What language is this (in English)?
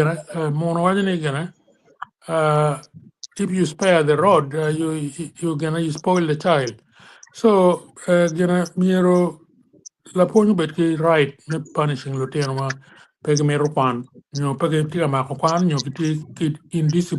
Acoli